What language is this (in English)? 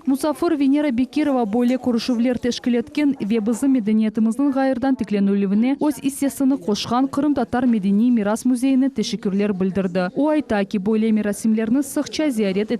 Crimean Tatar